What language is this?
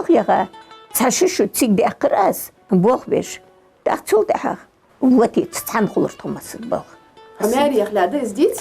Ingush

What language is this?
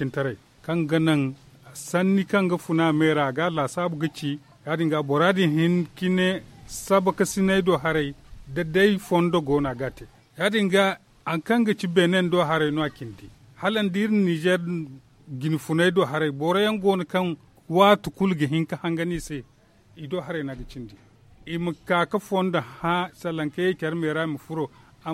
Zarma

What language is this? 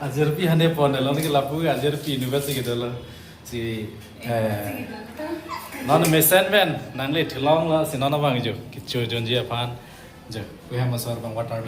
Karbi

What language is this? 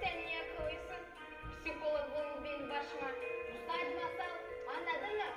Gagauz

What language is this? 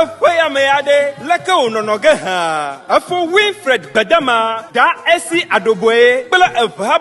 Ewe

